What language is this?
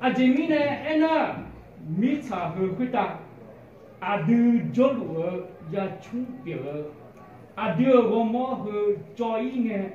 Akha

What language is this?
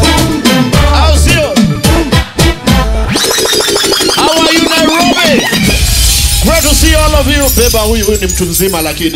Swahili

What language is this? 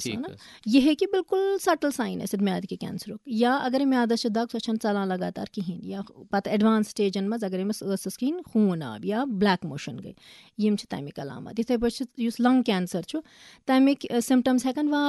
Kashmiri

